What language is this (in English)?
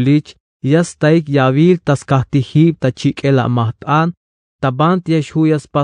Tzeltal